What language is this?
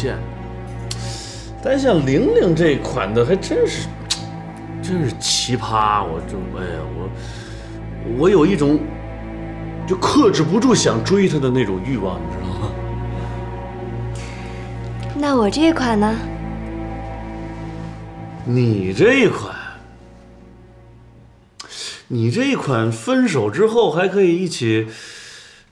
Chinese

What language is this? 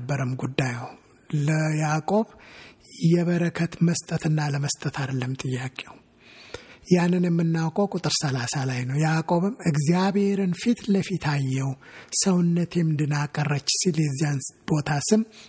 Amharic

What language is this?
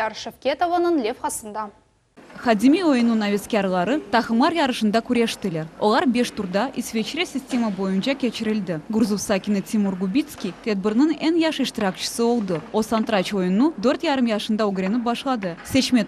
Crimean Tatar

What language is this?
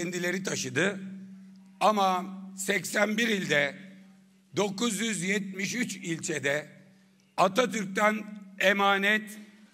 Turkish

